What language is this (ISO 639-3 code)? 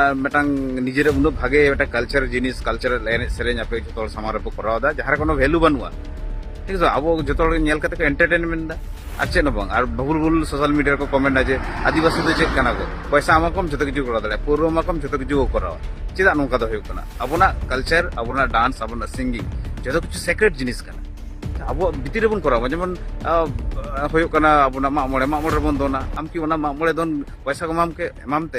sat